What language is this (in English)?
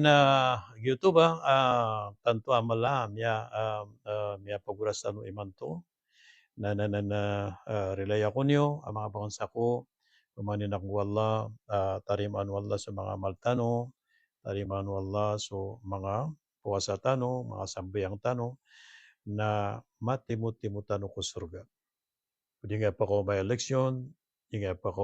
Maranao